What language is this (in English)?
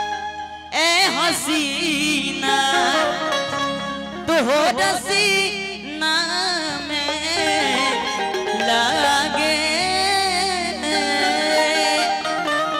Bhojpuri